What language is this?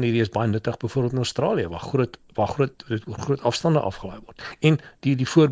Afrikaans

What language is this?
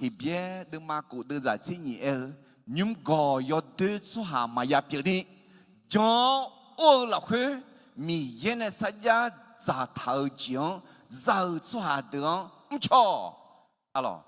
Akha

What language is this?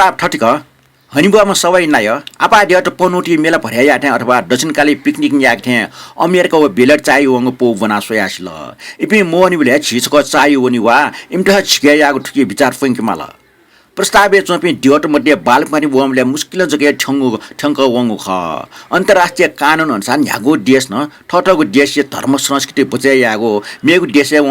Newari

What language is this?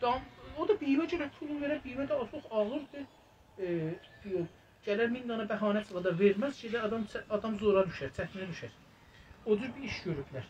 South Azerbaijani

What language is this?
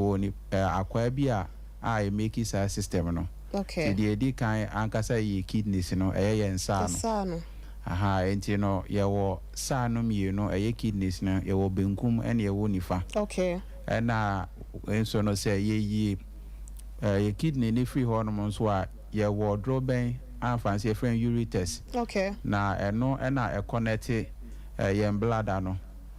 Akan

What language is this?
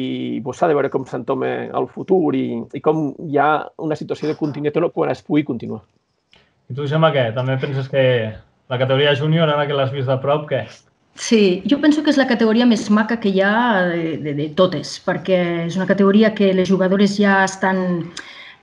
Catalan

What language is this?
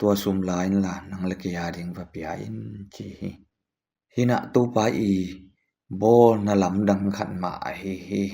Tedim Chin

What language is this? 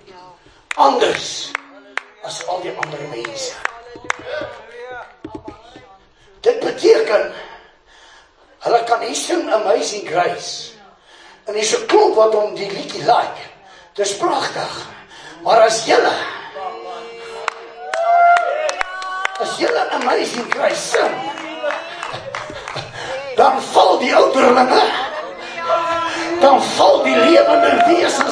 Afrikaans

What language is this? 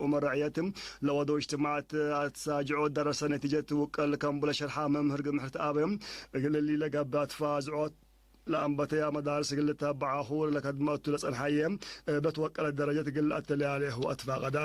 Tigre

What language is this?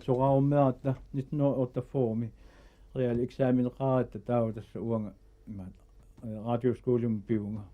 Kalaallisut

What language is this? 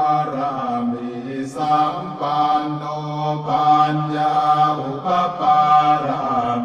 Pali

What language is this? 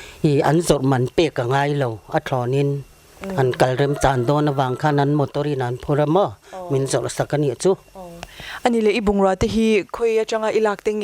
Mizo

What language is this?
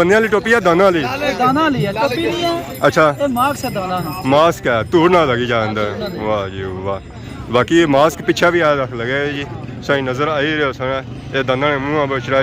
Pahari-Potwari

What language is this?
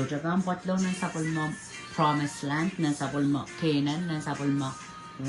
Pohnpeian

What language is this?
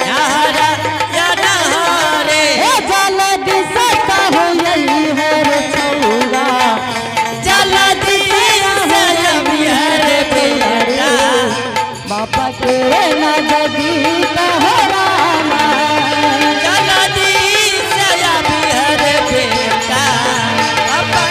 Angika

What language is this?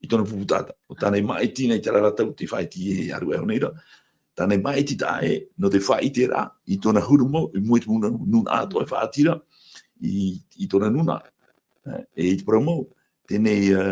Tahitian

